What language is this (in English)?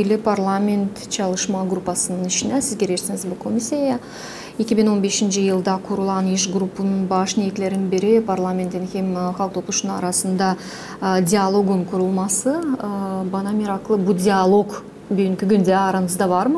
Gagauz